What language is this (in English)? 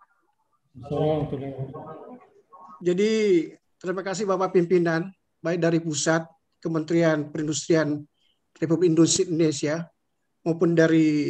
Indonesian